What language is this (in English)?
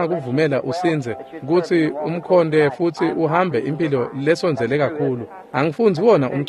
Swati